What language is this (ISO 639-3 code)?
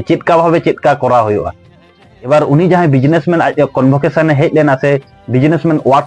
sat